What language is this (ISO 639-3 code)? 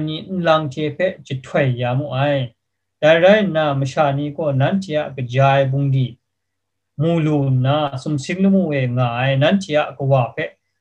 kac